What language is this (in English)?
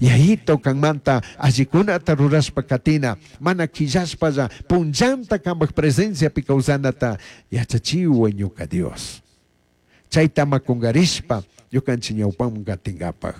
Chimborazo Highland Quichua